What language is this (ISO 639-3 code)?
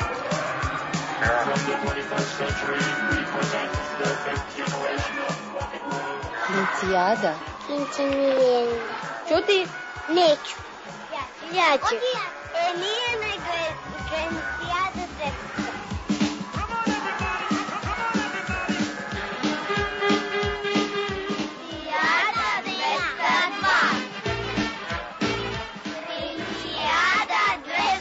srp